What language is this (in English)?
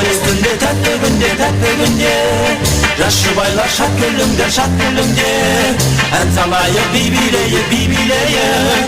Kara-Kalpak